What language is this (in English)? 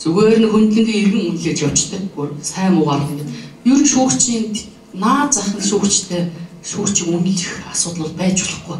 Mongolian